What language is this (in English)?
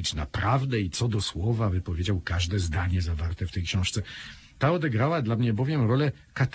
Polish